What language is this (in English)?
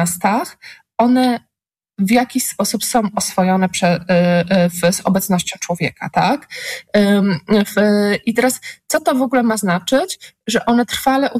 Polish